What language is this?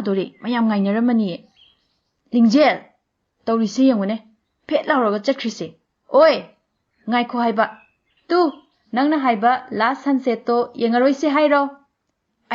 Manipuri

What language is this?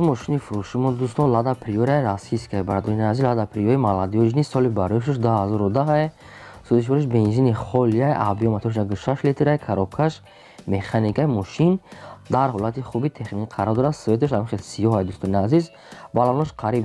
Tajik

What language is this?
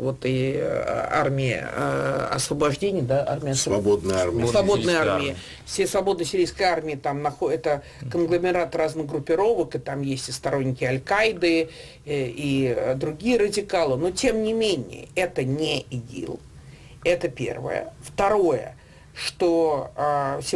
Russian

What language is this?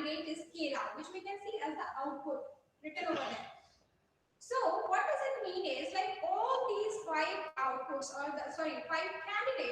Maithili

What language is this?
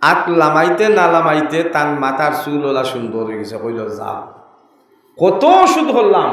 Sylheti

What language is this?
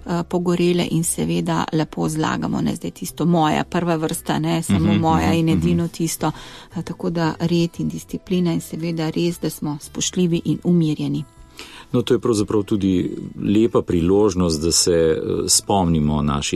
Slovenian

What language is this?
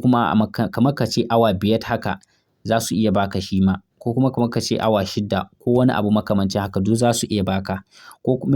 Hausa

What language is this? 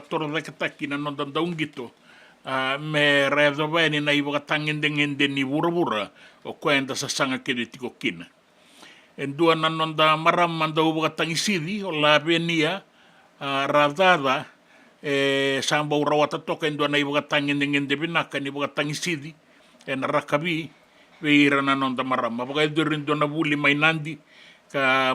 Fijian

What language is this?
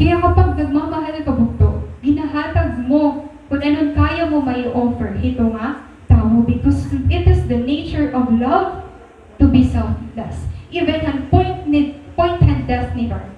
Waray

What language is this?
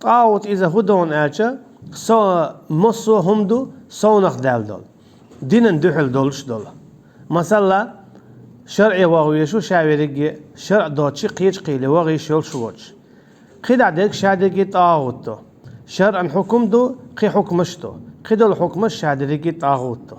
Chechen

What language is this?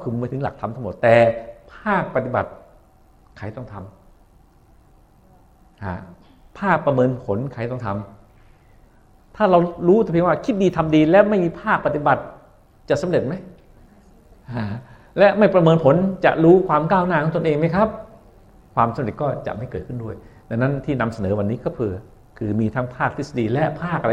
Thai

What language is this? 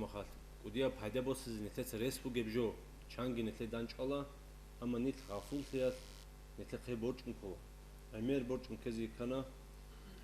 Avaric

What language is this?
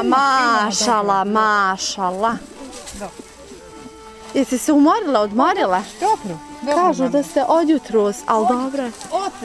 Bosnian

